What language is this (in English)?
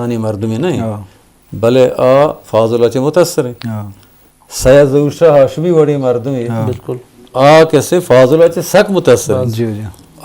Eastern Balochi